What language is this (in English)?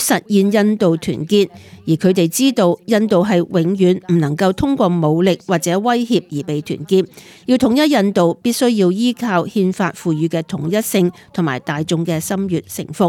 Cantonese